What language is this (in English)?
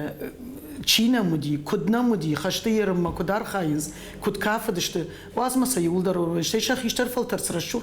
Ossetic